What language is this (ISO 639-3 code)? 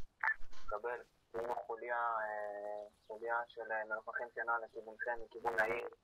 heb